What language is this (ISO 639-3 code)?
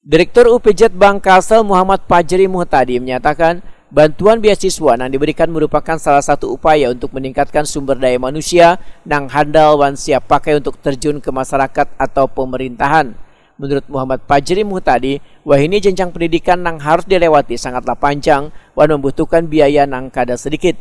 bjn